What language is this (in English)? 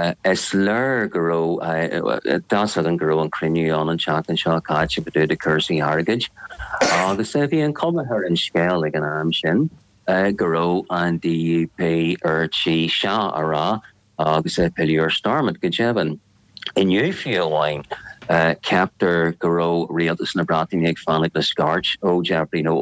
Irish